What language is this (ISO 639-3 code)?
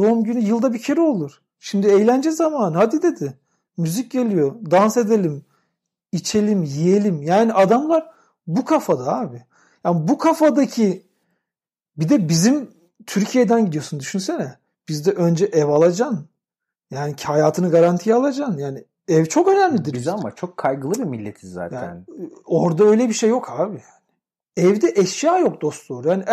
tur